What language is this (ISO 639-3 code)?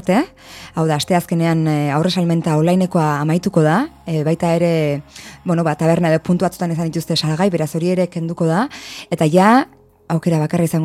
eus